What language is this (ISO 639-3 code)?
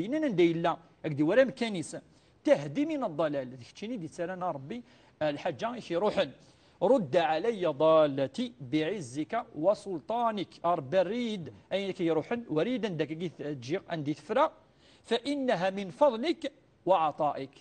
kab